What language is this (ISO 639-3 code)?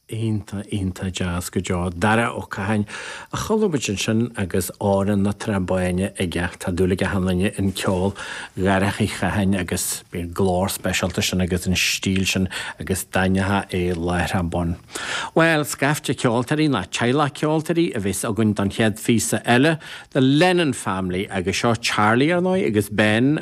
gle